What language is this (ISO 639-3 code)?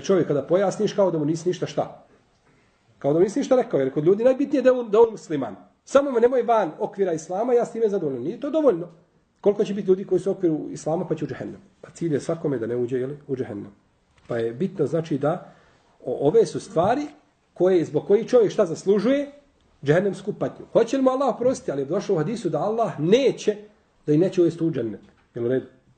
bos